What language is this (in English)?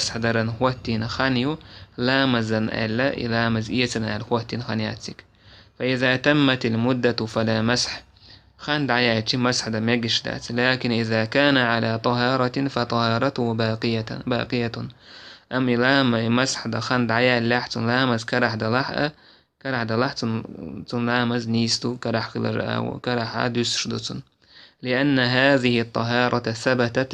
Chechen